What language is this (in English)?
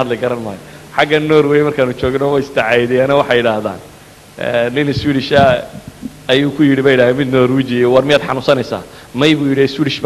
Somali